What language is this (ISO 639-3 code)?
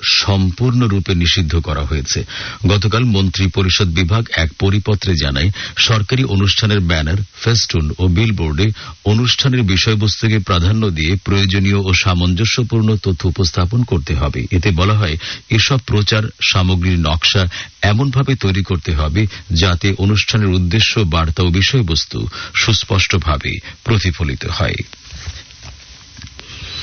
ben